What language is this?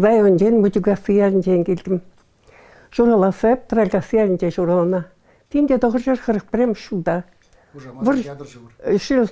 Chuvash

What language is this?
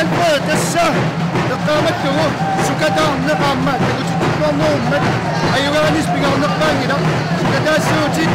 Kalaallisut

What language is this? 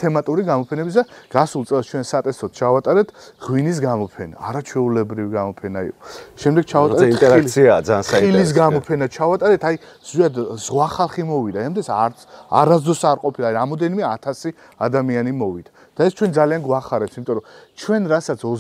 Georgian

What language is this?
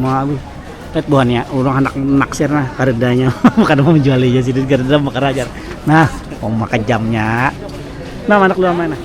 Banjar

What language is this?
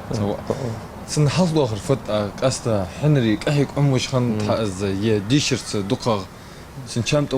Ingush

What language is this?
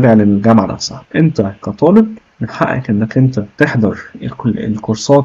Egyptian Arabic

